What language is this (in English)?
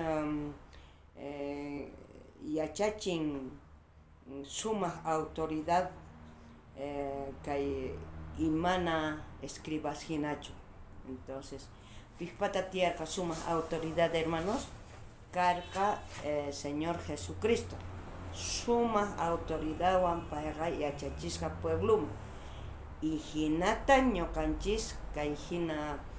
South Bolivian Quechua